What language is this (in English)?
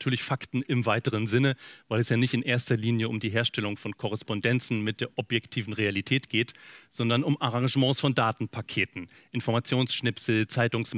German